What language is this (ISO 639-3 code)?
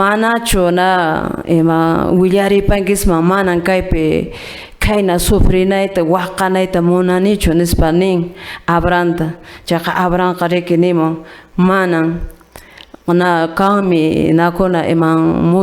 que